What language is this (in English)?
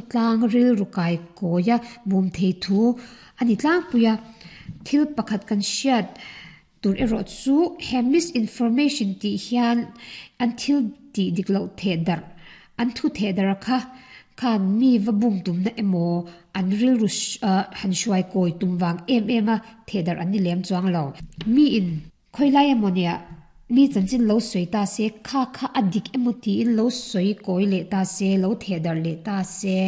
Mizo